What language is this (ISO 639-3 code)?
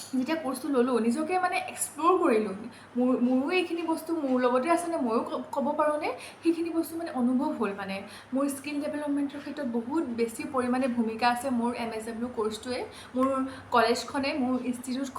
asm